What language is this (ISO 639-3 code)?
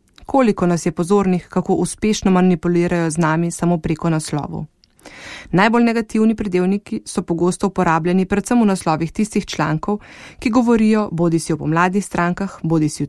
slv